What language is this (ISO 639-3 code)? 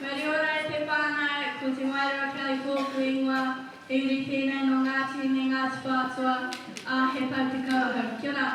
mri